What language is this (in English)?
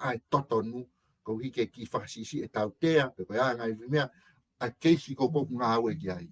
Tongan